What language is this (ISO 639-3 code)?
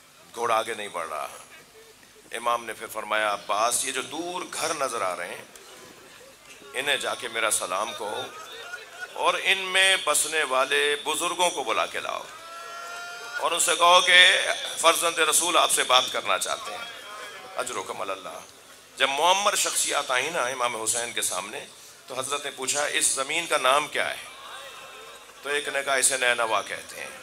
urd